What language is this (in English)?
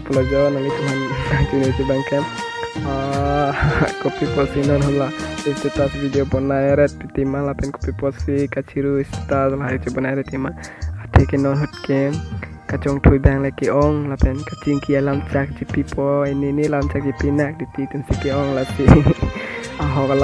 Karbi